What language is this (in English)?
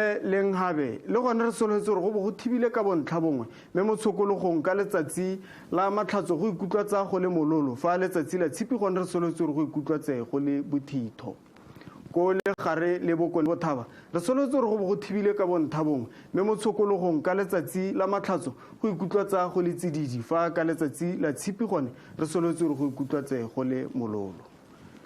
Tswana